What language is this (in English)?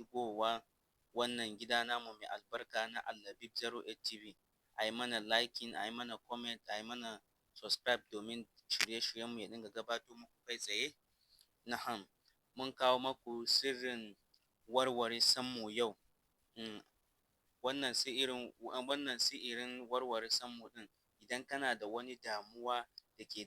Hausa